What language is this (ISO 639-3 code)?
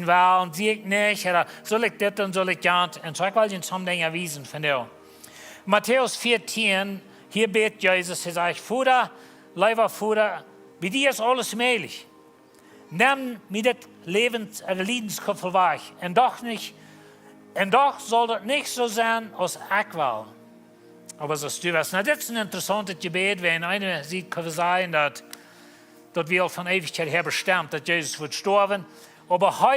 pdt